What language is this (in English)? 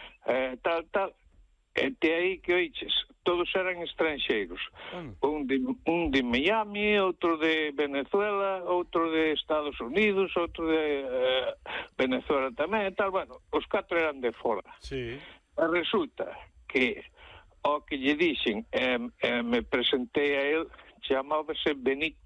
Galician